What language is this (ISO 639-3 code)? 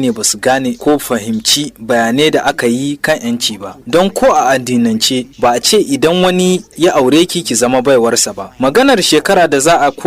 hau